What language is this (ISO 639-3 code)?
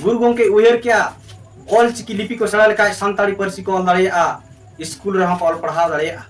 sat